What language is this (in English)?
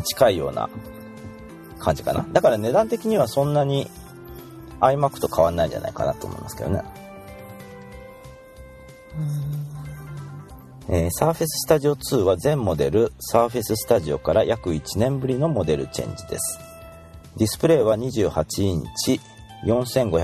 Japanese